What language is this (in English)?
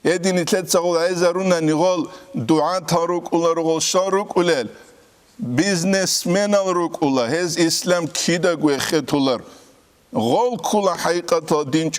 Avaric